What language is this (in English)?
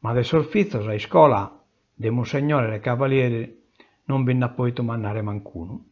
Sardinian